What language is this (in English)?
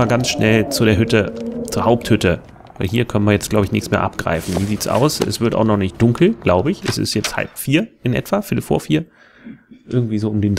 German